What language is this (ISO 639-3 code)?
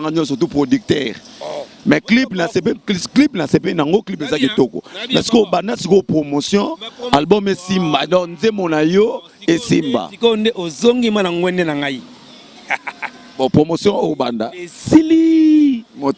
lin